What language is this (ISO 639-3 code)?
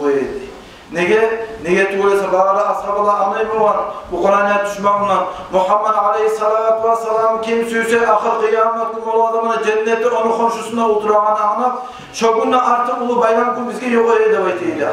kum